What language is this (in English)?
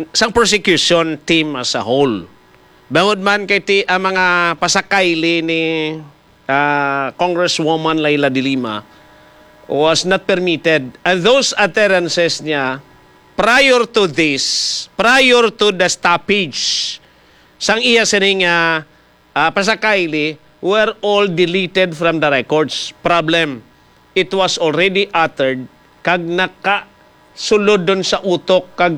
Hiligaynon